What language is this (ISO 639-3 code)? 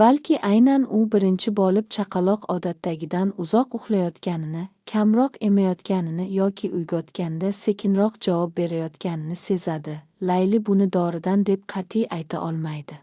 uzb